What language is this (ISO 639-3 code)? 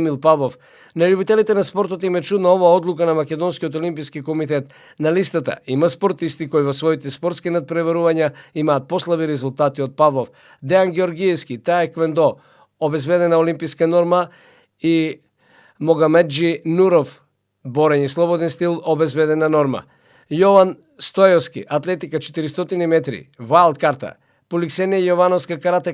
mkd